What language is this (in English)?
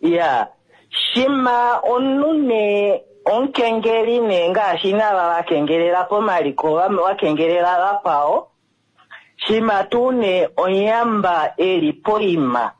Kuanyama